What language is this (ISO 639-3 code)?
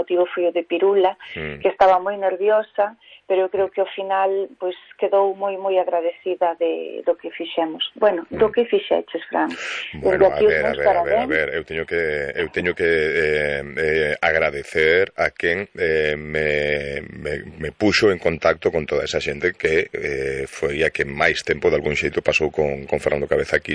glg